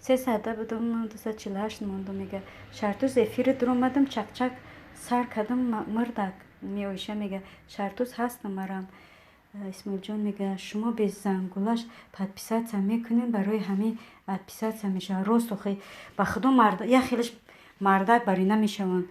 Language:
Tajik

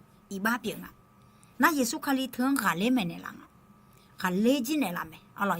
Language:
Akha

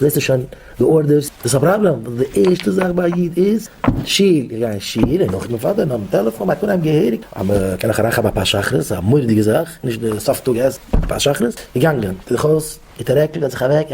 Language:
Yiddish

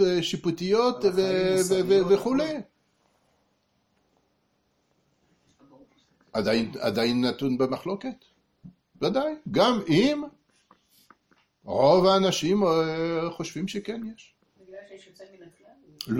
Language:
Hebrew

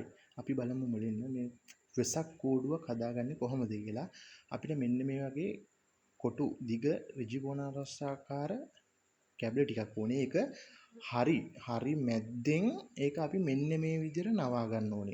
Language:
Sinhala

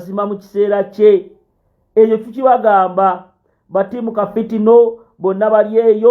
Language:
Ganda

